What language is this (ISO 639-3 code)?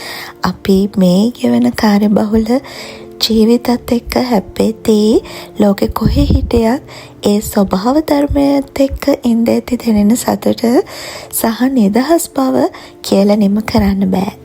sin